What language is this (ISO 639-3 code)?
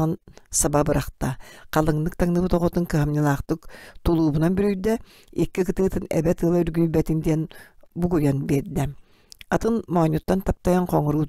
sah